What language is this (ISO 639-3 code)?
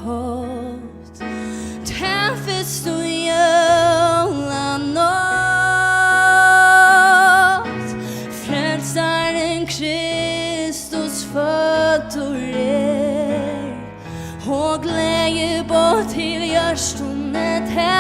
fao